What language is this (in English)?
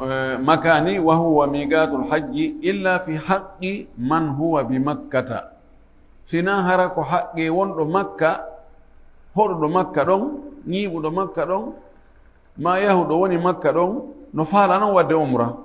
Fula